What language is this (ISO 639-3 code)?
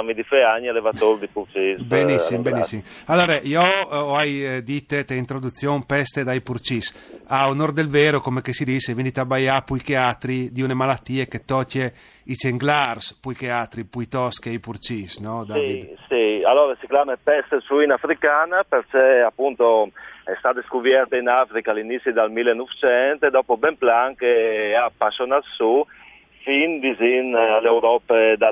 fur